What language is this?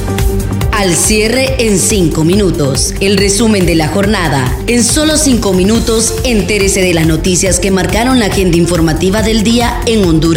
Spanish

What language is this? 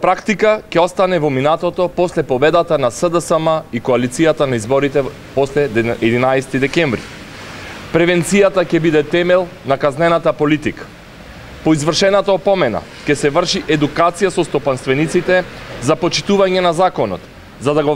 Macedonian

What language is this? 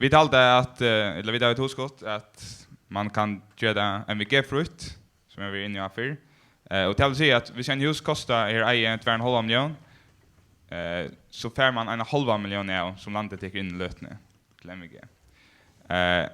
Faroese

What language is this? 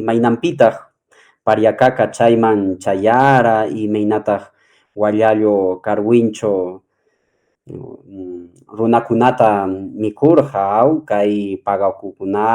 Quechua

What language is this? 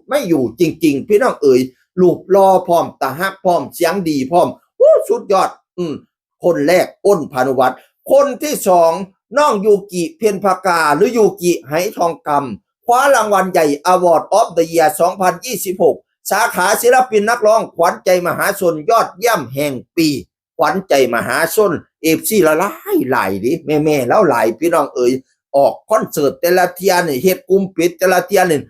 Northeastern Thai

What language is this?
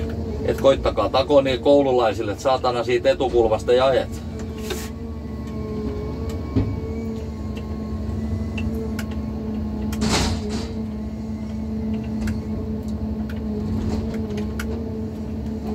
Finnish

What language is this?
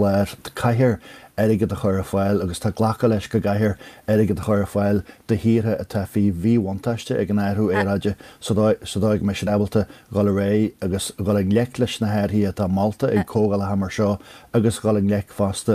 Irish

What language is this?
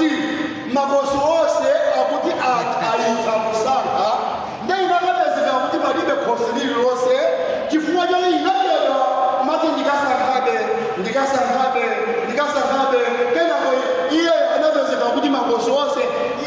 Nyanja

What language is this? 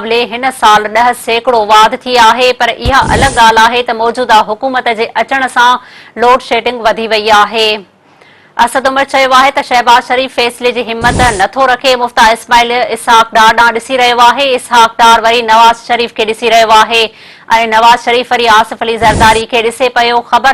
Sindhi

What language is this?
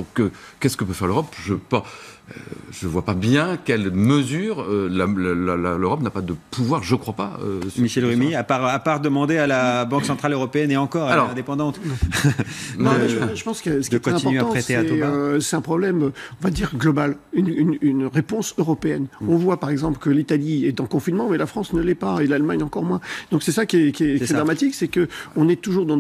French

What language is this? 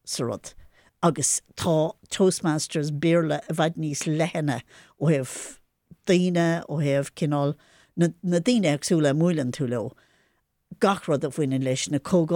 Irish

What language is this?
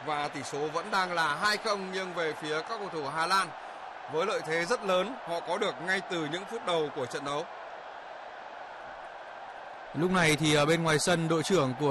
Vietnamese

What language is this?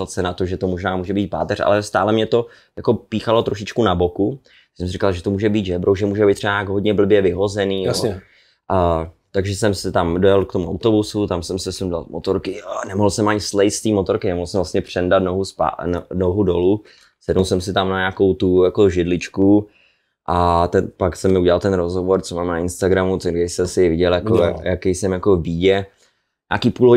Czech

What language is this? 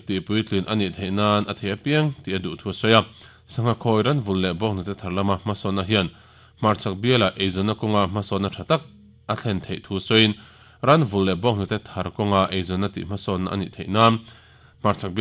Mizo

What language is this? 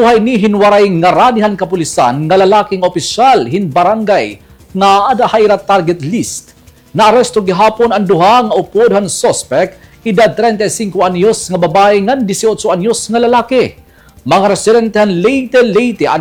Waray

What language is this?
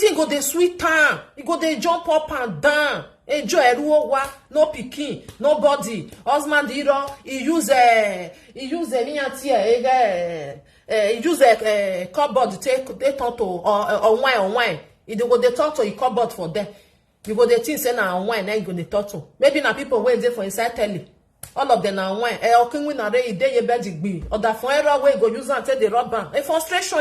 Nigerian Pidgin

